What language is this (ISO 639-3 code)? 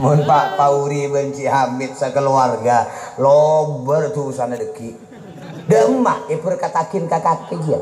mad